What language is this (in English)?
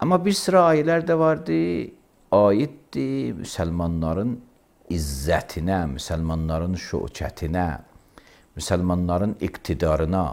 Azerbaijani